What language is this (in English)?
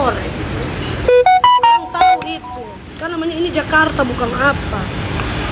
Manado Malay